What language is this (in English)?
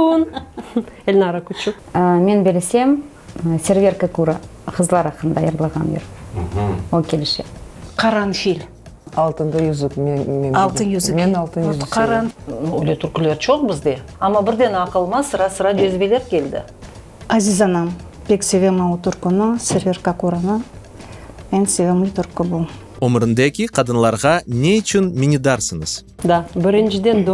Crimean Tatar